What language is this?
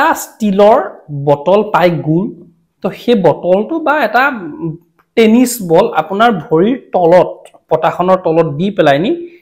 Assamese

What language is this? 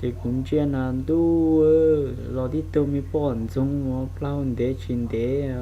Hmong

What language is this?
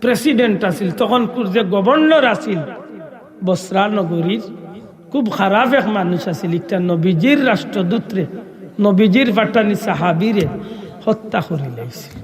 Sylheti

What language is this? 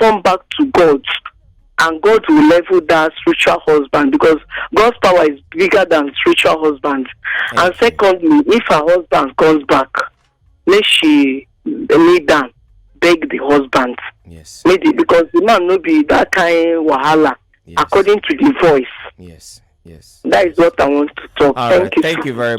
Nigerian Pidgin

